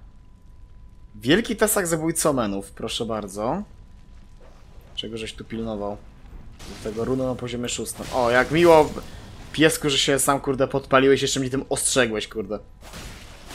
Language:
Polish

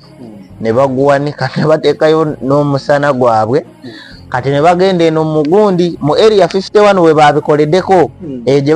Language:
Ganda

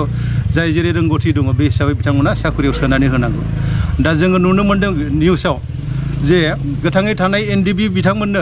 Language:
Bodo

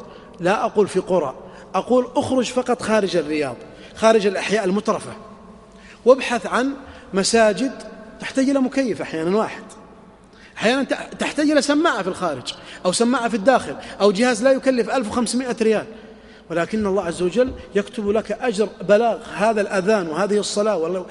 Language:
Arabic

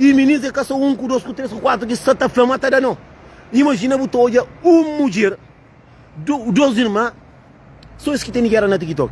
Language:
Kabuverdianu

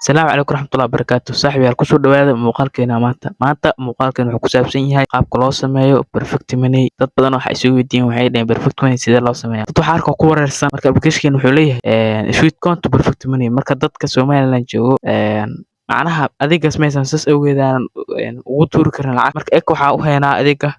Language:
Somali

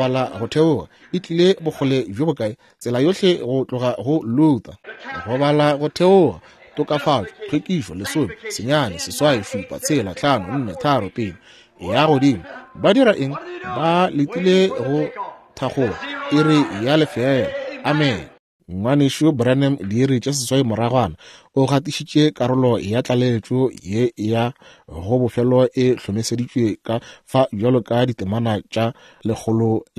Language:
Northern Sotho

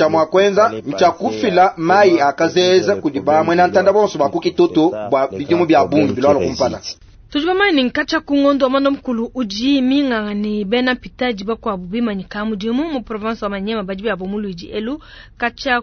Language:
Luba-Lulua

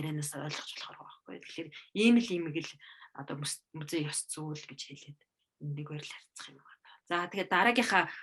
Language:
Mongolian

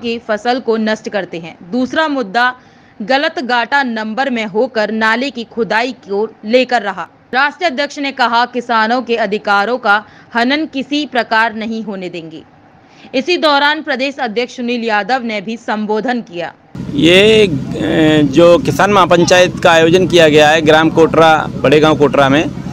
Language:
Hindi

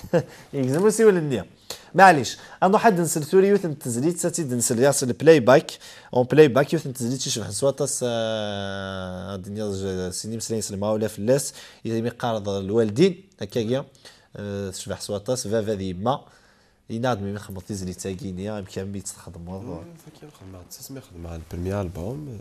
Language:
Kabyle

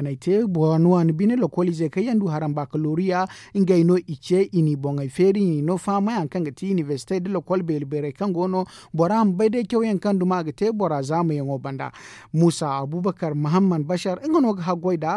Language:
Zarma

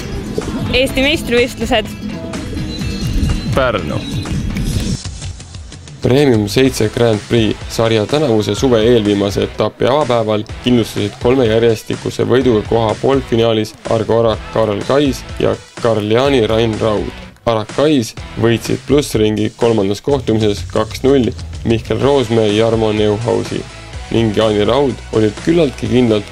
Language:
Estonian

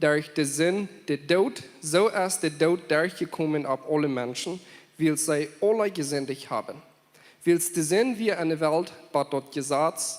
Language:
Plautdietsch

